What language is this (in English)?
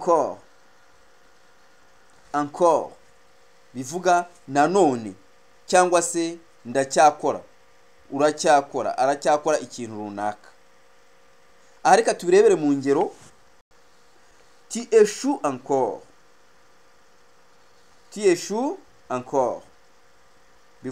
Kinyarwanda